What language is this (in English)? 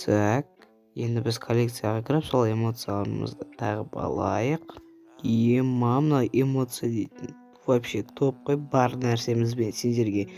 Kazakh